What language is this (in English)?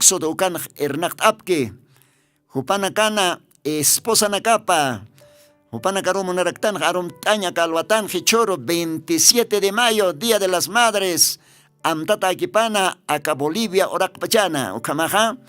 Aymara